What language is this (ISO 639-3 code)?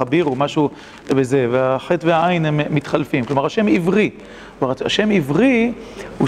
heb